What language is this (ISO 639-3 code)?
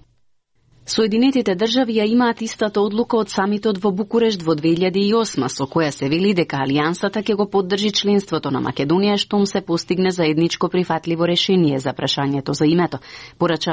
mkd